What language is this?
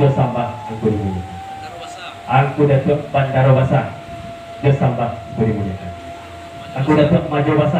Minangkabau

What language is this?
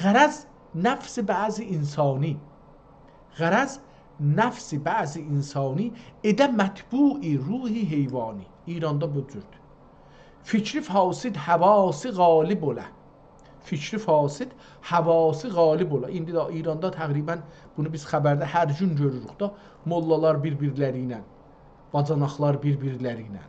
South Azerbaijani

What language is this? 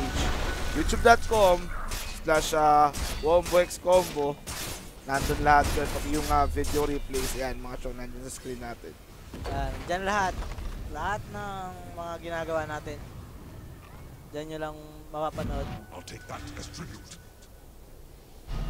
Filipino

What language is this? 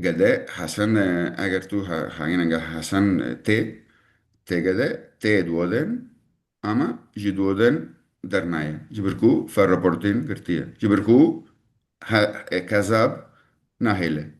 Kurdish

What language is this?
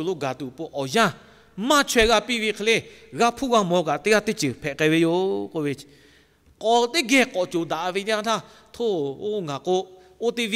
Lahu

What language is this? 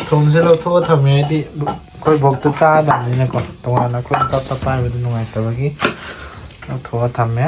Manipuri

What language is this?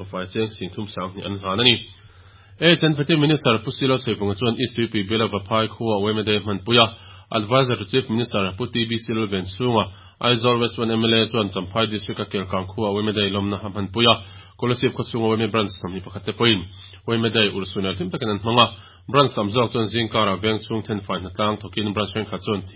Mizo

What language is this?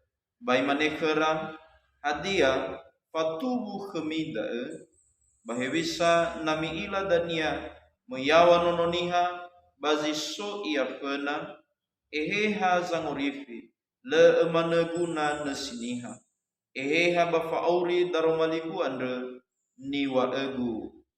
Nias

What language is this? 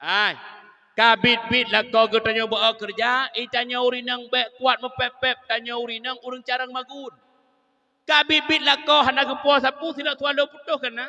Achinese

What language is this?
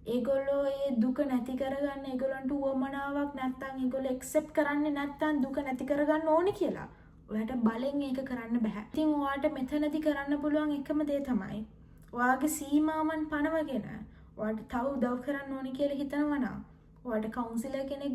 Sinhala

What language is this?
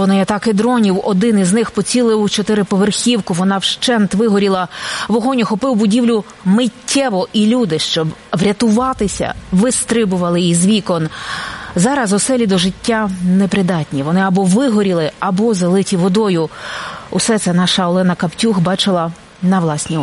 Ukrainian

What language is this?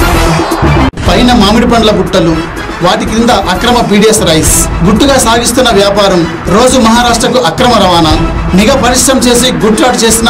Telugu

